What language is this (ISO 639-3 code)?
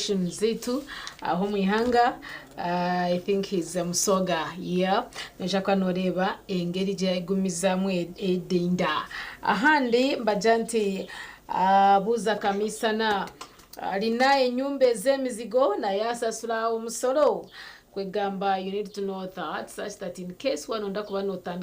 nyn